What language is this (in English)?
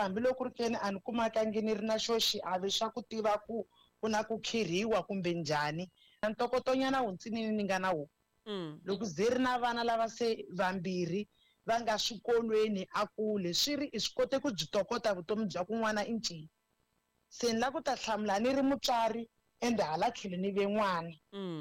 Tsonga